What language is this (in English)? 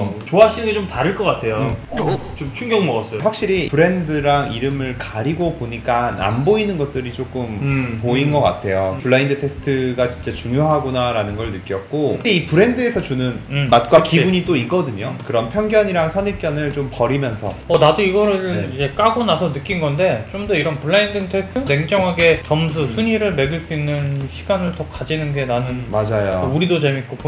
Korean